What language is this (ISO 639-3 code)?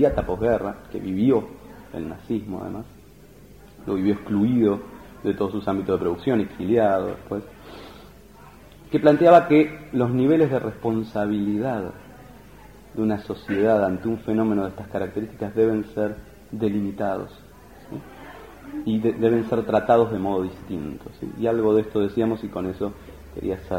spa